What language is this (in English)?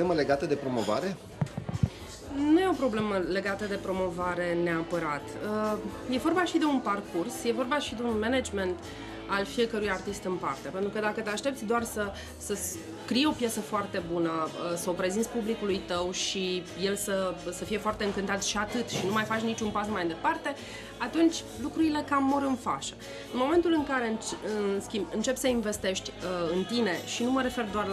Romanian